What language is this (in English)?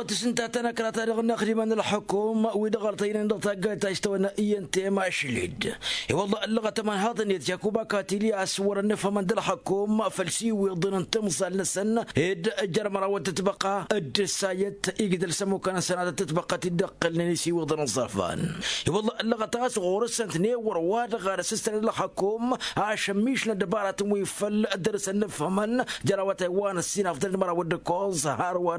Tamasheq